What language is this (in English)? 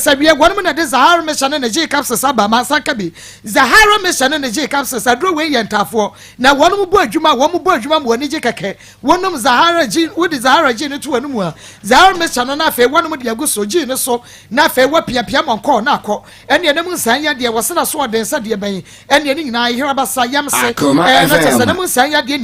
Akan